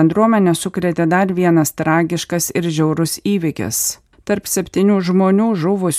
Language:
Lithuanian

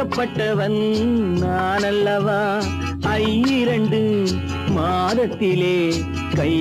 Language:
Tamil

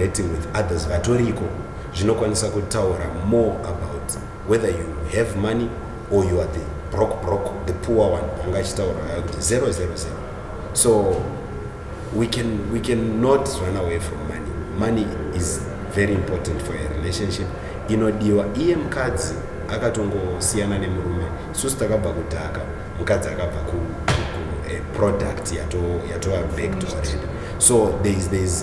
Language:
Shona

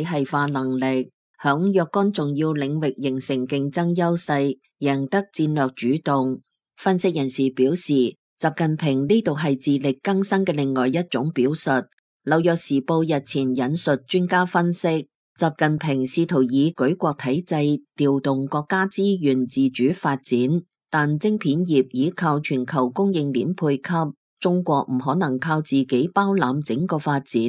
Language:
Cantonese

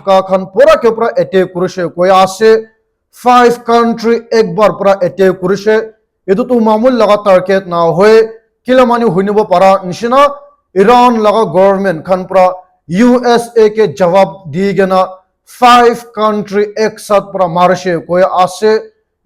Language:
Naga Pidgin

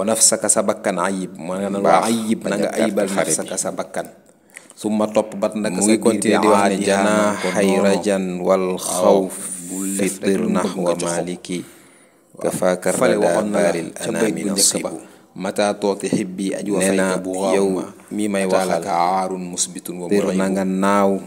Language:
Wolof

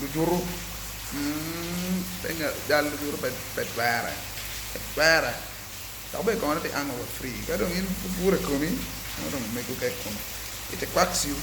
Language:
Acoli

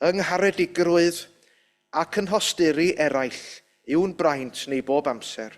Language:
Welsh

